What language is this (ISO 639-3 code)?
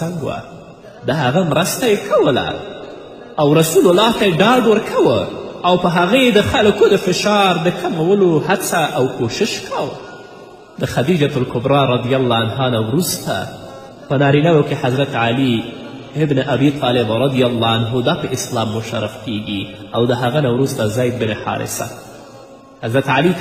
pus